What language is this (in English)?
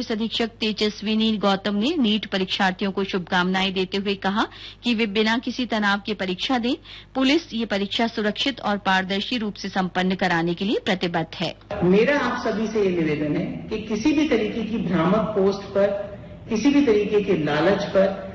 Hindi